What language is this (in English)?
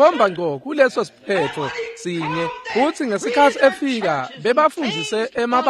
Swati